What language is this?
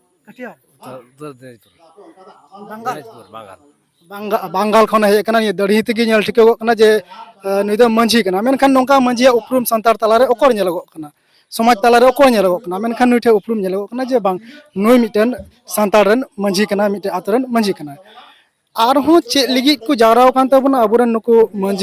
Santali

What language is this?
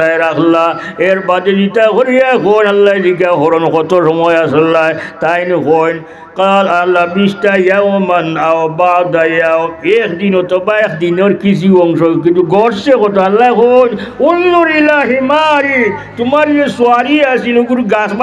Sylheti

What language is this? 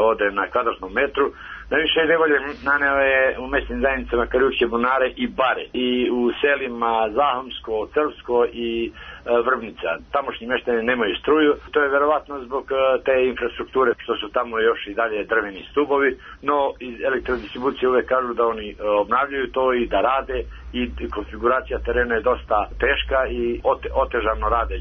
Serbian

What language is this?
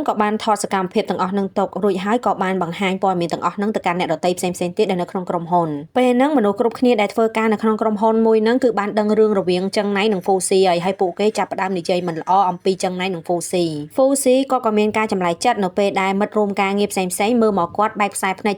Khmer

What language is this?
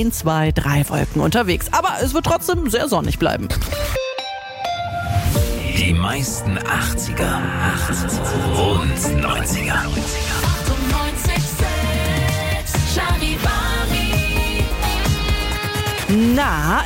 German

